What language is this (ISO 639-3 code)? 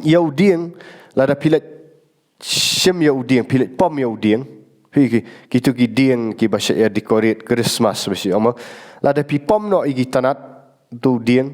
kha